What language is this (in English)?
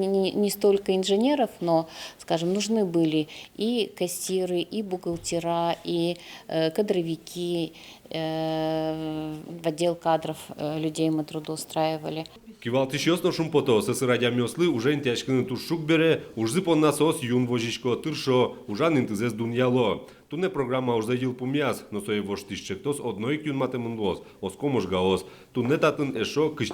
Udmurt